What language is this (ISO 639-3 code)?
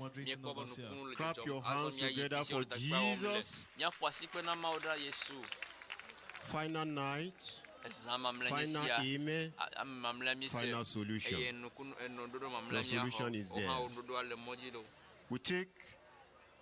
ewe